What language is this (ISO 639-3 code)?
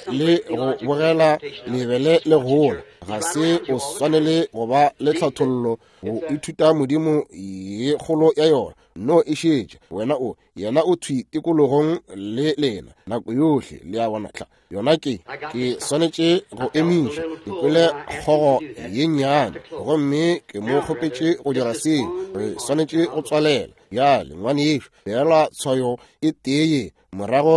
nso